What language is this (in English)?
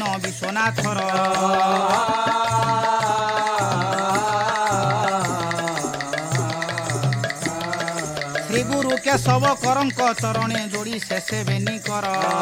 Odia